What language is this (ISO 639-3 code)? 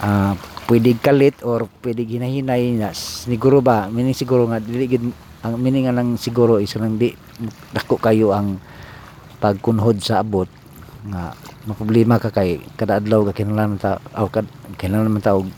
ceb